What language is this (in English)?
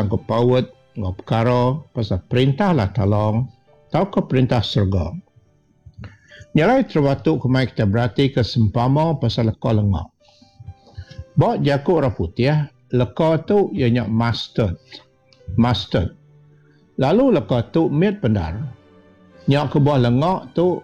Iban